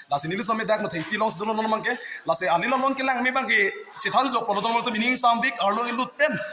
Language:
Karbi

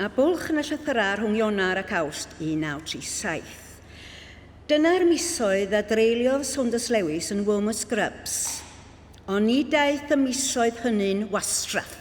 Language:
Welsh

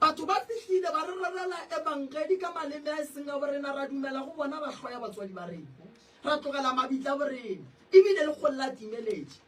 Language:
Northern Sotho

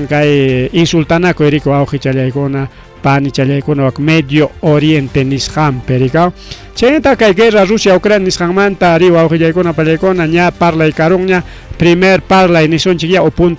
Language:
Ayacucho Quechua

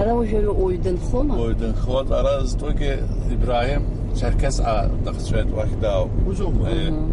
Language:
Abkhazian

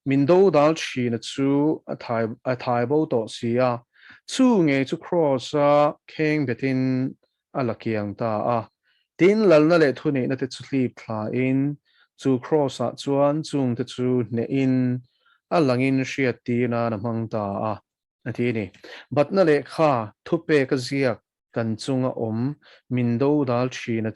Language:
Mizo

